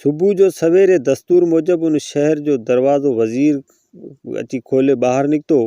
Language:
Sindhi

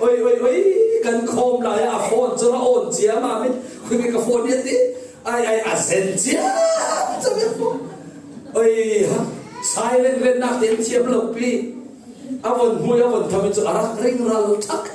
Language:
Falam Chin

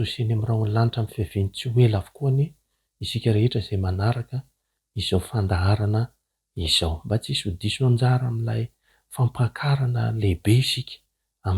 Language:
Malagasy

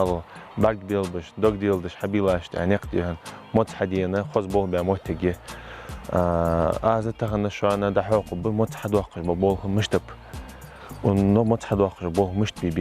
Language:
Ingush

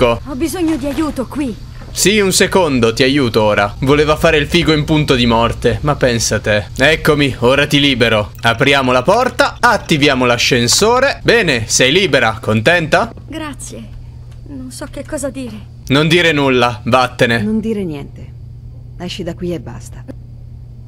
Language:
Italian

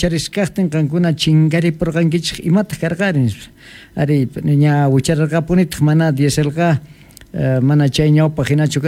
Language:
Quechua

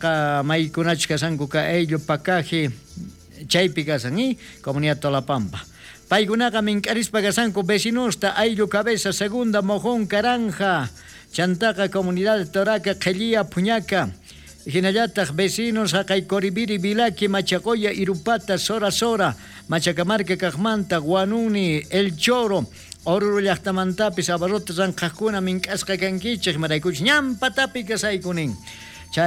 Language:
South Bolivian Quechua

